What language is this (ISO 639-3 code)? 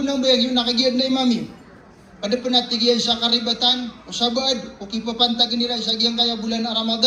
mrw